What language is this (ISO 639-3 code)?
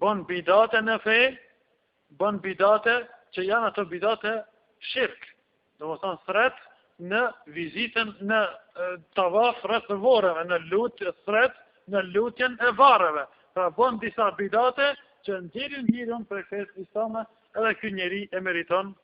sqi